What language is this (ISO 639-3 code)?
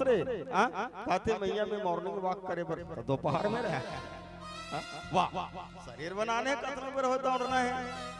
hne